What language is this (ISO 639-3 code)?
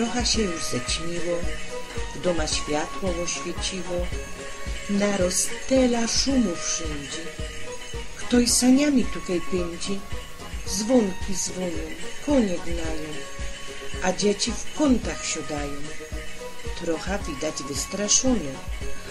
szl